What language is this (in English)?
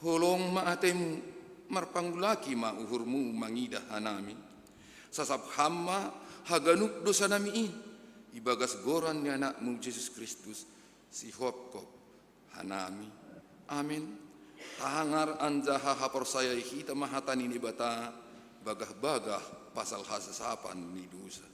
Batak Simalungun